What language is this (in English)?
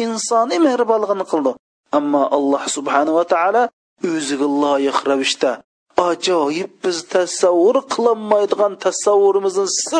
Uyghur